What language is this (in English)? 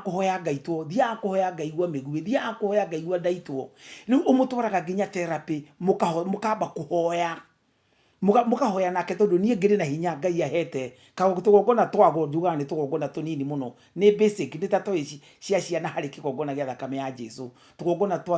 Kikuyu